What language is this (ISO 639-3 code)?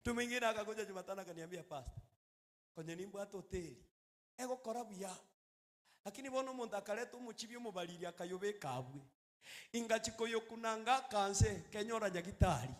guz